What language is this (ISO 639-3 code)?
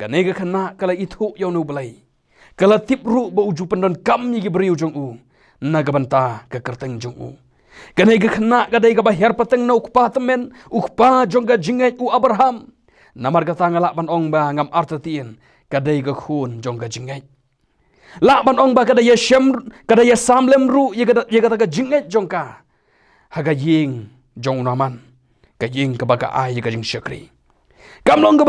kha